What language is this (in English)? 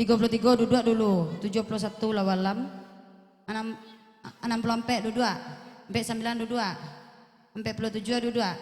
Minangkabau